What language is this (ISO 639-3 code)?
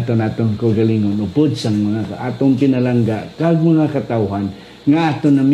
hil